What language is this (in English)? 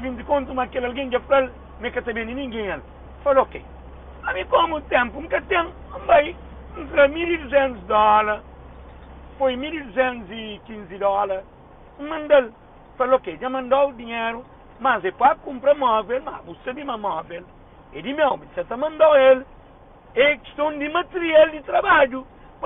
Kabuverdianu